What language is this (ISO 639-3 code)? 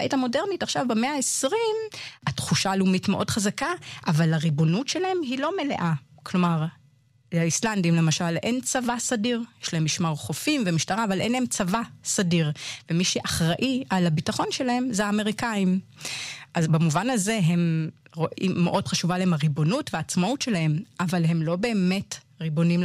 heb